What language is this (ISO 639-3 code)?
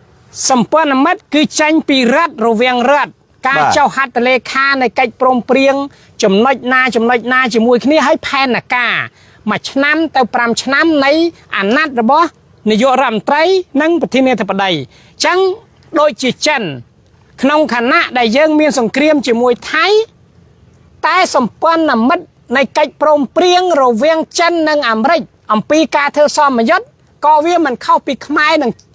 khm